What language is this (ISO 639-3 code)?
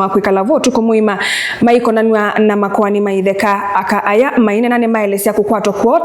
kam